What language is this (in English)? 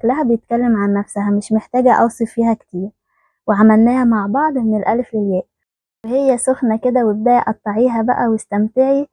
Egyptian Arabic